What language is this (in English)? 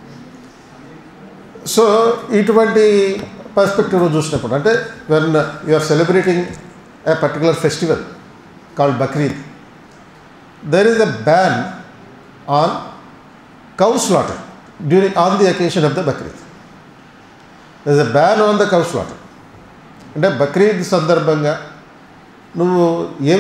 Telugu